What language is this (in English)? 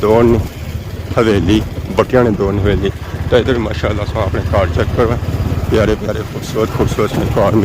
Pahari-Potwari